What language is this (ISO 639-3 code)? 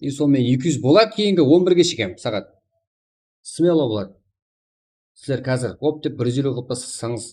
kaa